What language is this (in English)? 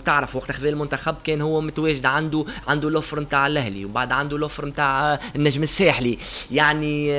Tunisian Arabic